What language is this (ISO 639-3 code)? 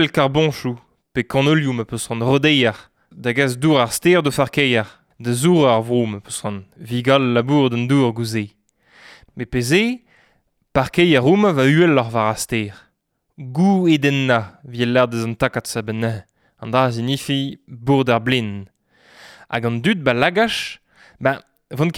bre